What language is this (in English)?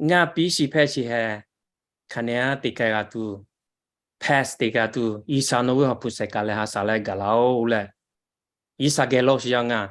Lahu